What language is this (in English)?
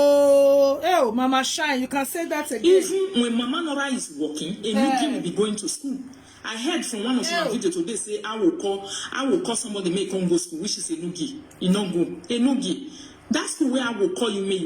Nigerian Pidgin